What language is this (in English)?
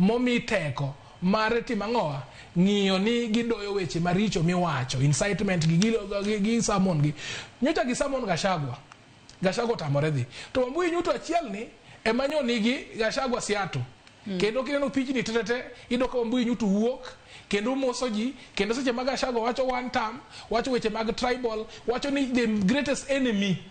Luo (Kenya and Tanzania)